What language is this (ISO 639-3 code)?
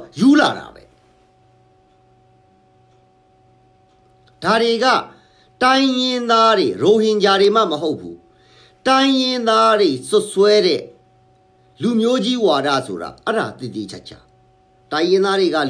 mya